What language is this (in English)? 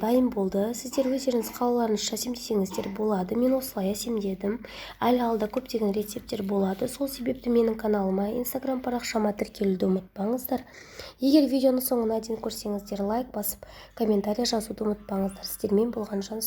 Kazakh